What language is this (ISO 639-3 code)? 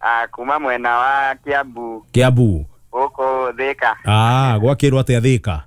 kik